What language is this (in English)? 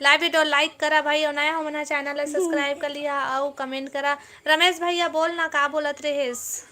Chhattisgarhi